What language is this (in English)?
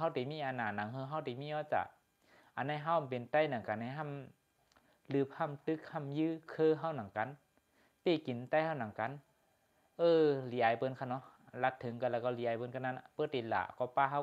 Shan